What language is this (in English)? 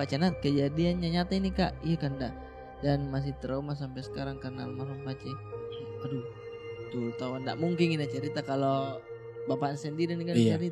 Makassar Malay